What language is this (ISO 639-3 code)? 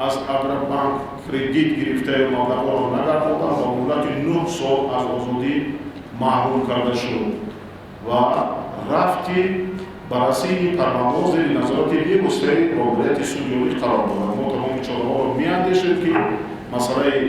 tgk